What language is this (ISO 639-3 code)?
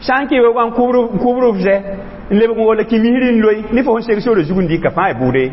mos